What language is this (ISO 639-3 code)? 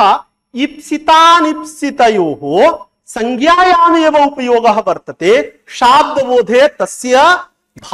san